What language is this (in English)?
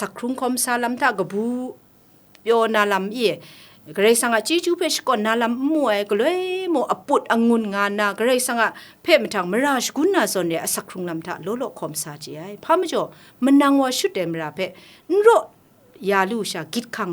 Kachin